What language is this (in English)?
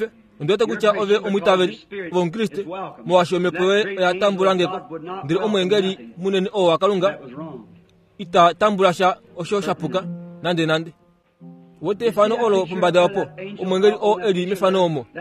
Kuanyama